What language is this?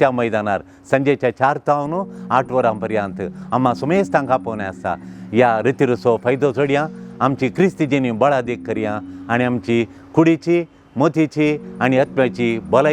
Konkani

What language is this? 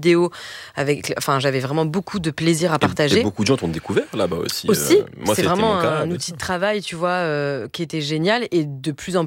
French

